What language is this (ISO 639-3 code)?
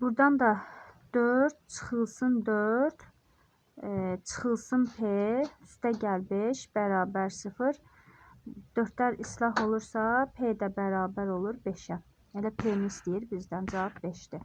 aze